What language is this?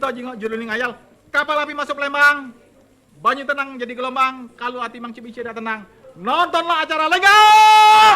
Musi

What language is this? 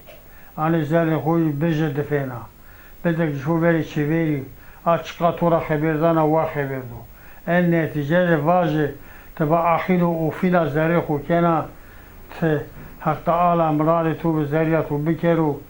Zaza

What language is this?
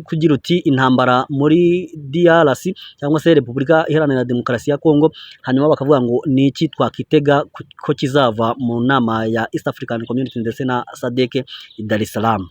Kinyarwanda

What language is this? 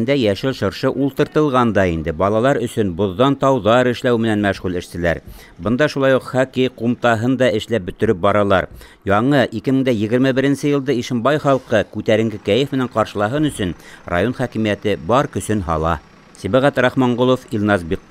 Bashkir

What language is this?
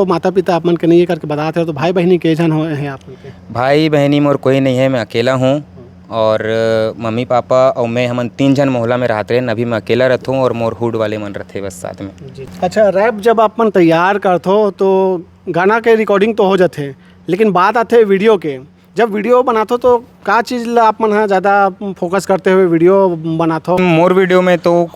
Chhattisgarhi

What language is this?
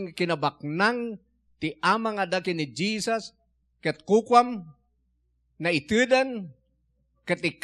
Iloko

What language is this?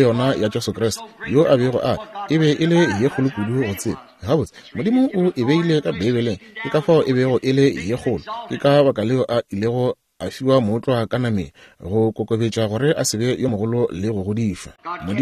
Northern Sotho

